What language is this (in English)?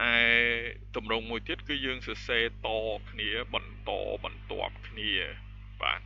Khmer